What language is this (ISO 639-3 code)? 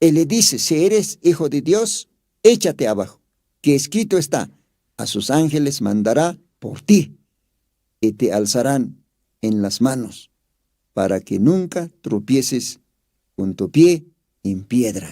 aym